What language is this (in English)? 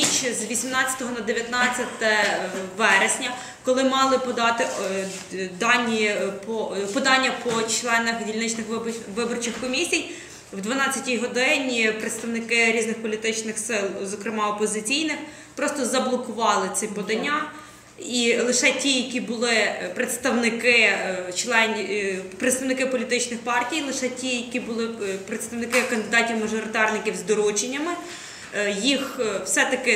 Ukrainian